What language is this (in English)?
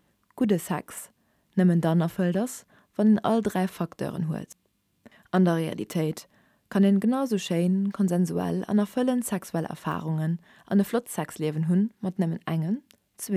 Luxembourgish